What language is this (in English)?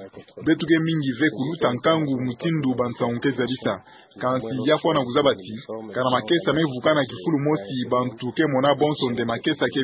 Kituba (Democratic Republic of Congo)